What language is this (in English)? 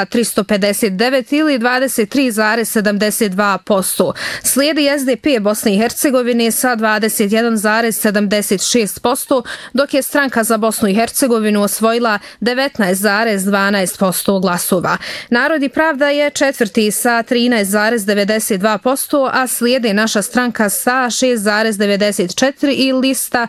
Bosnian